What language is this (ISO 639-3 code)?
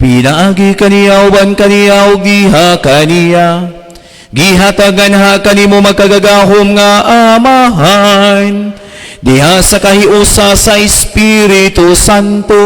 ceb